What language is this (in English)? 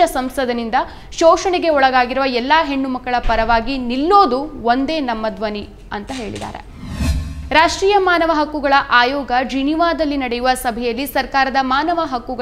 Kannada